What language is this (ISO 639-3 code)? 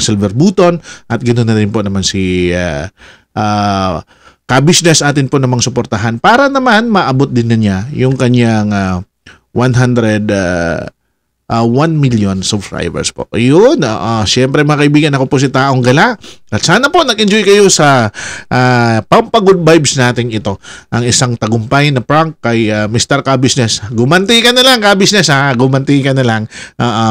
fil